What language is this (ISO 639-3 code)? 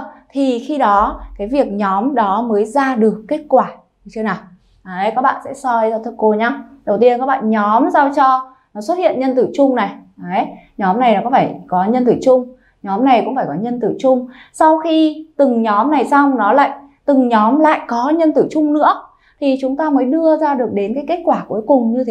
vie